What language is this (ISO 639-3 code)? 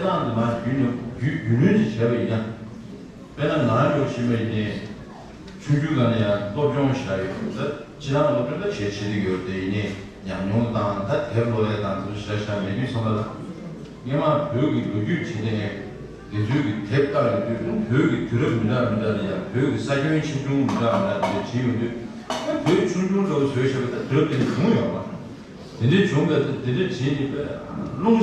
bod